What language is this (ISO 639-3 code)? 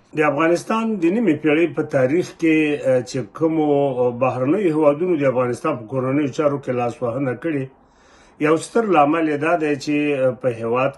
pus